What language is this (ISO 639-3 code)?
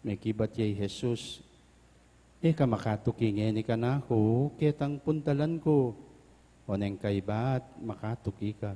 pam